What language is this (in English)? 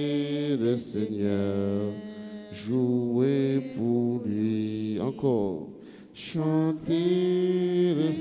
French